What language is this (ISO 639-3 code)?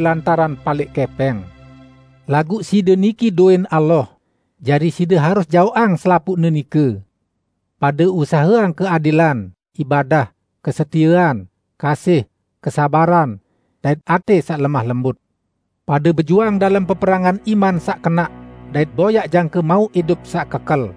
sas